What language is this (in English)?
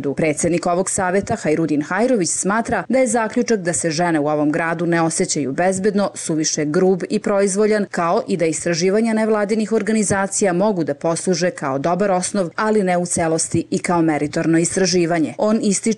Serbian